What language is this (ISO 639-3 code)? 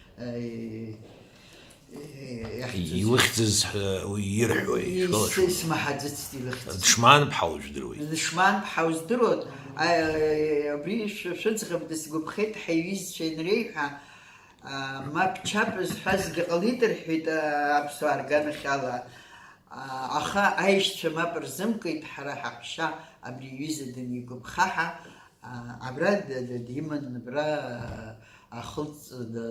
abk